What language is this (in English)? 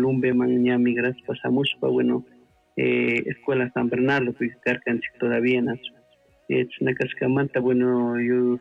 Chimborazo Highland Quichua